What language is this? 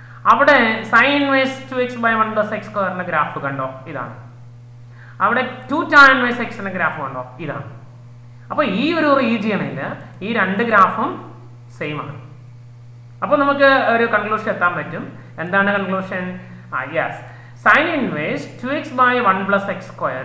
Malayalam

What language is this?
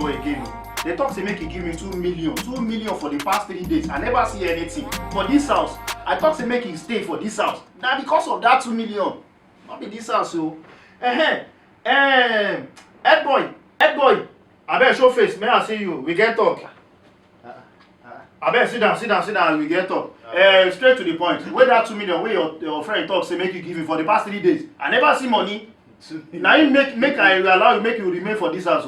Nigerian Pidgin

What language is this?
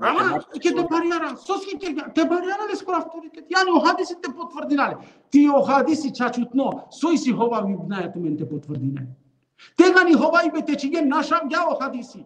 Balkan Romani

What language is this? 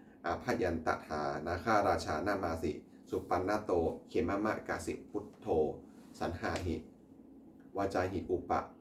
Pali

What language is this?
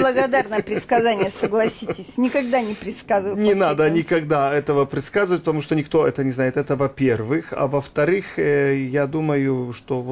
Russian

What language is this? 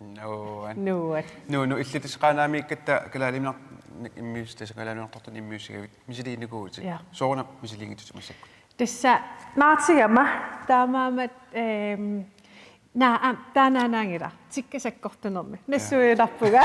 Kalaallisut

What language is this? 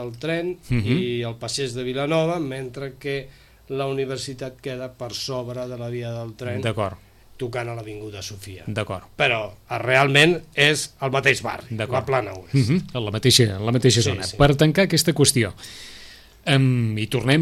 Catalan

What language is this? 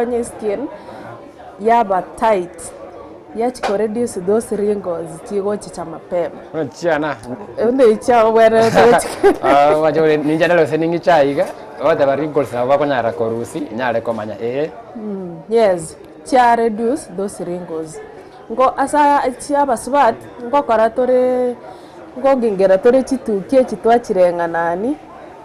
Gusii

